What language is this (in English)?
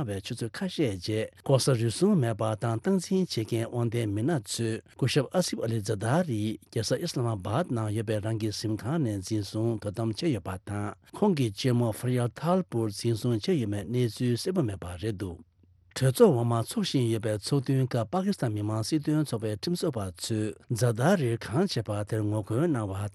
Tibetan